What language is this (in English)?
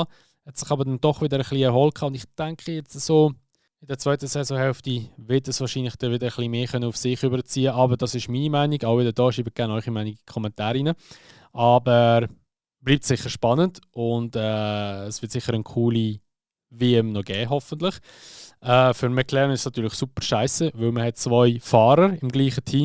Swiss German